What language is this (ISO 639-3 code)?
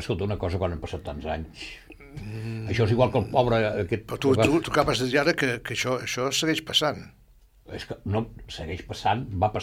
cat